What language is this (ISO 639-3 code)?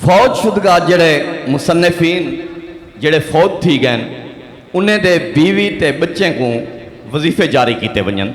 skr